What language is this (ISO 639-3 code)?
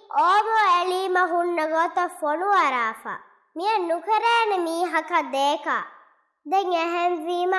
div